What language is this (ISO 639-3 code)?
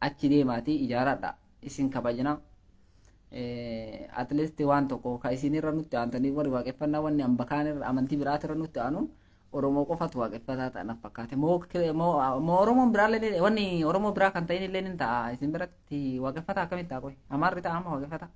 orm